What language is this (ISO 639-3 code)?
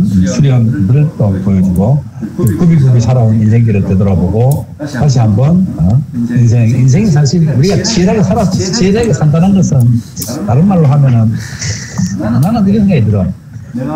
kor